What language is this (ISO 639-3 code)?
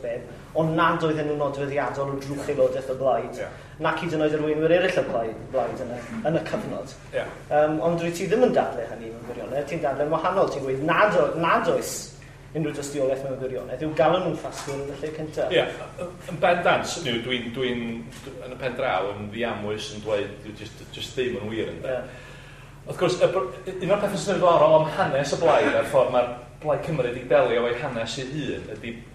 cym